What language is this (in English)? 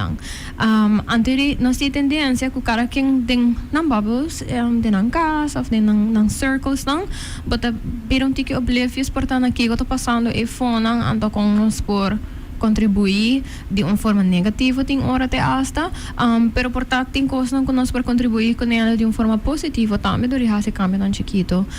Papiamento